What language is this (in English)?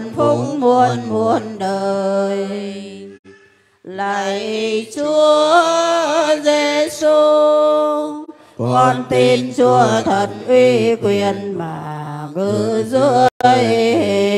Vietnamese